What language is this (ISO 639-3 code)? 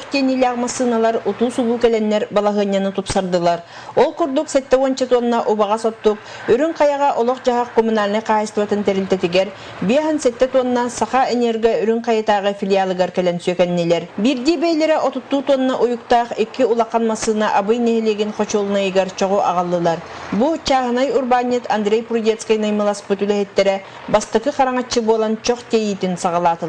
sah